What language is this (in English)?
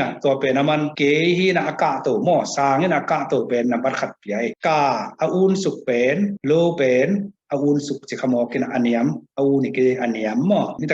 Tedim Chin